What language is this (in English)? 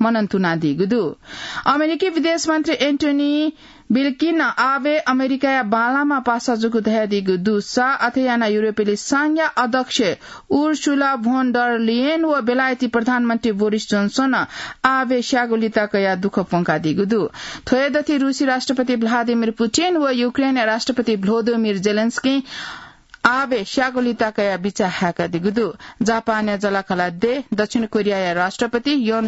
Newari